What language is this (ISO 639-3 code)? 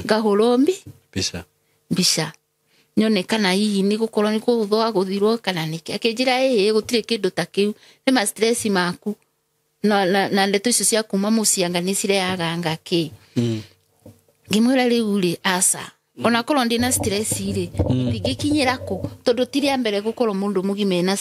kik